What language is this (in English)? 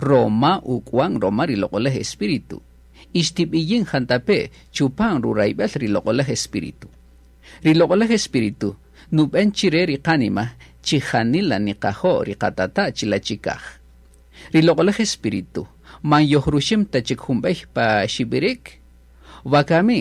Kaqchikel